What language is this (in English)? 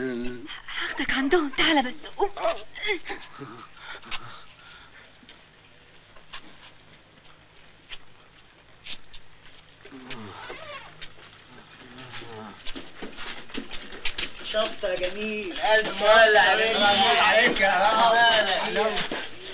Egyptian Arabic